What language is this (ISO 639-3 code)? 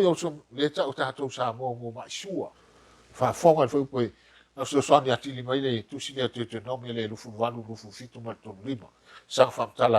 smo